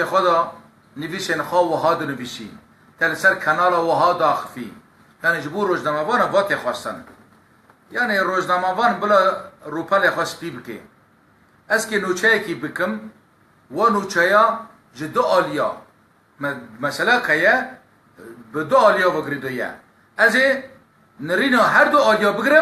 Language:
Kurdish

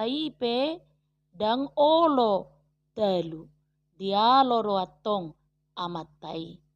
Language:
Batak Toba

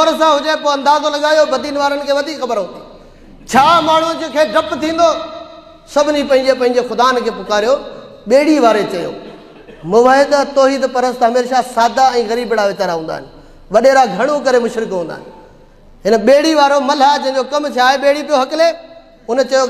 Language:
Sindhi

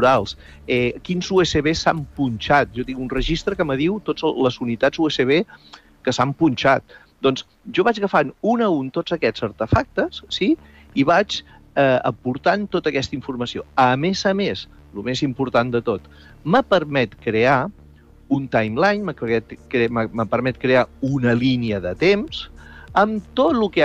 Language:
Catalan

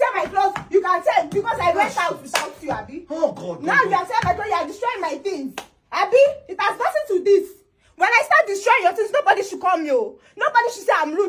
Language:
Nigerian Pidgin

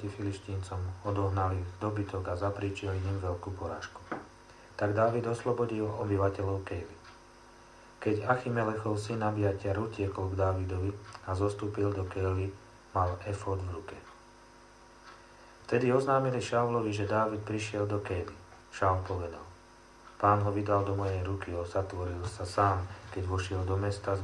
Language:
Slovak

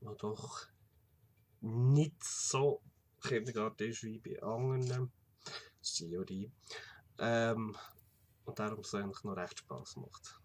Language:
Swiss German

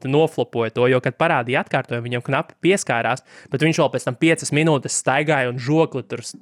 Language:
Latvian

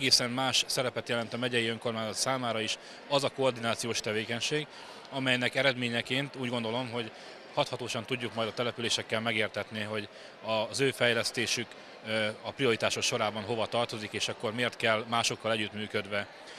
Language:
Hungarian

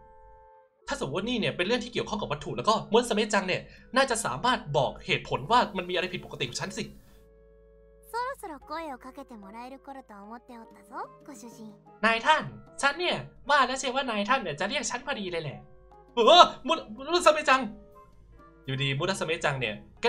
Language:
Thai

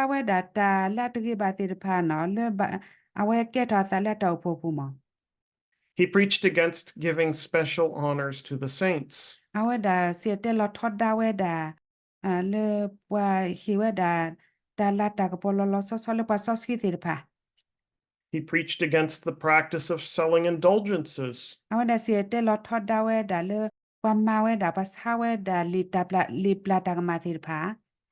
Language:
S'gaw Karen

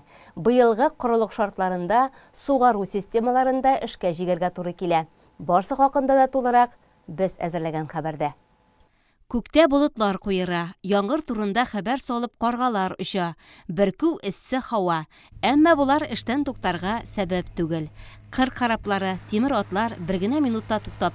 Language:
Tatar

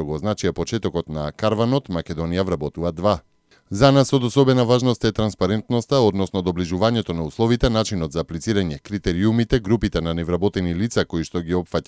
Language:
Macedonian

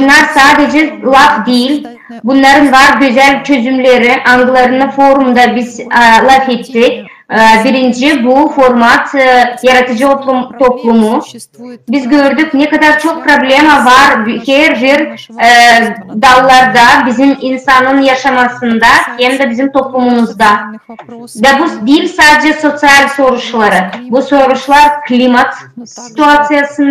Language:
Gagauz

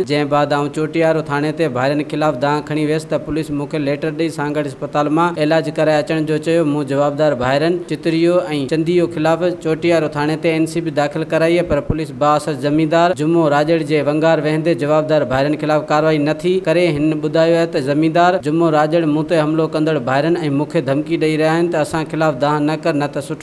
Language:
Sindhi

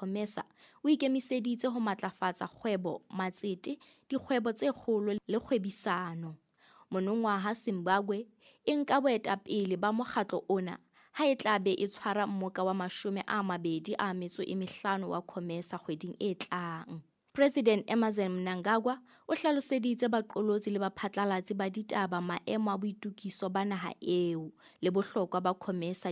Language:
Southern Sotho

